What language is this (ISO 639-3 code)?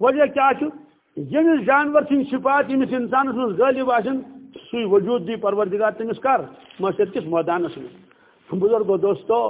kas